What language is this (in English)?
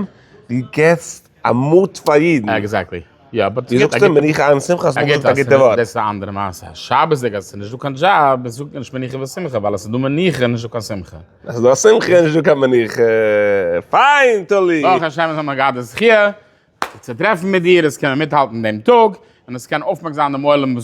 Yiddish